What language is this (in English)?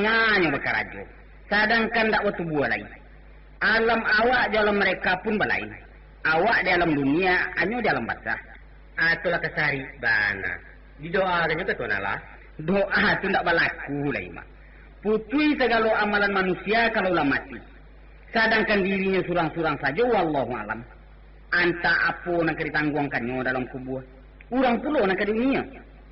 Minangkabau